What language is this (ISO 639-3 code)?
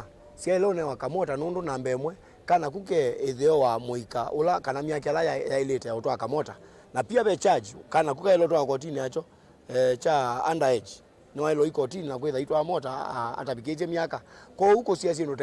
kam